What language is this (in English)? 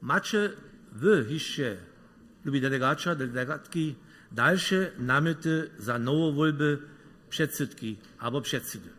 Upper Sorbian